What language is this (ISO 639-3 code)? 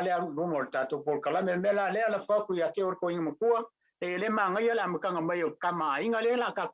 smo